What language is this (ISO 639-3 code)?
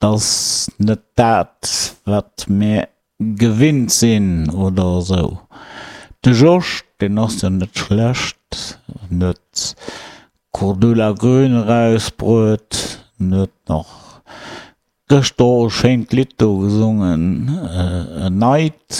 ltz